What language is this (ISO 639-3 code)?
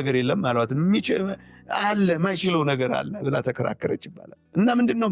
amh